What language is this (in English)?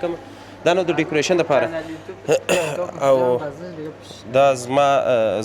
Pashto